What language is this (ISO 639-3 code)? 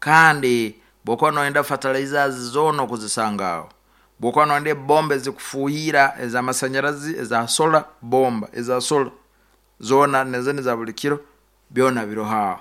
nyo